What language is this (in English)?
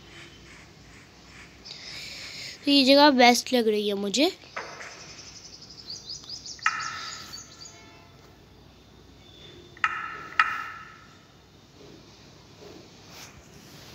Hindi